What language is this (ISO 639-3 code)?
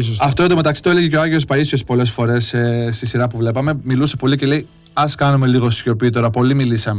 ell